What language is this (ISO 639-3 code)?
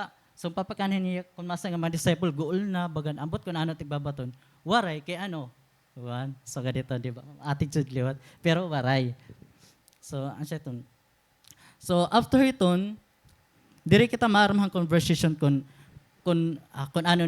war